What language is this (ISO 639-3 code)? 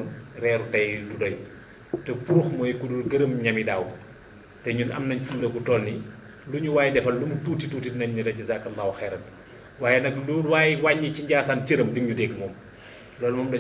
wol